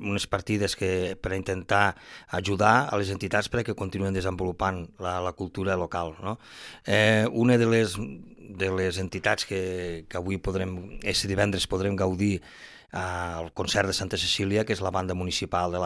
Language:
Catalan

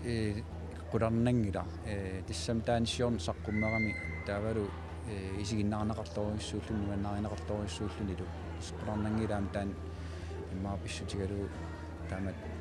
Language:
Kalaallisut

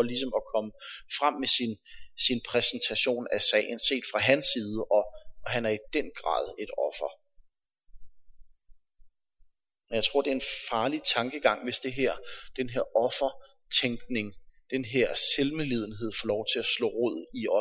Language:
Danish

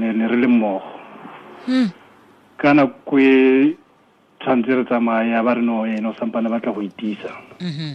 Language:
Tswana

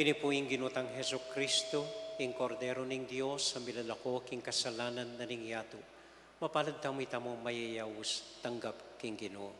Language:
Pampanga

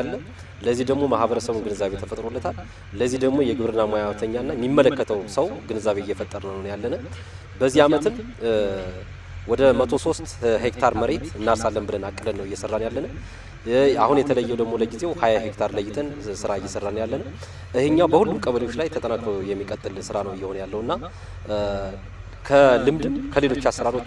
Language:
Amharic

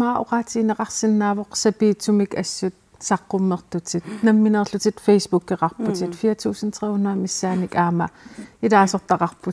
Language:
Kalaallisut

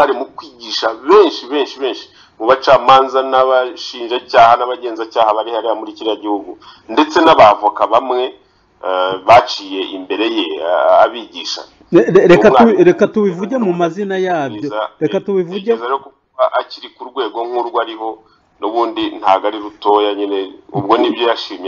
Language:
Kinyarwanda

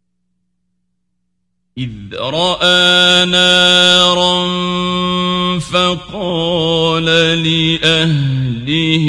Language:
Arabic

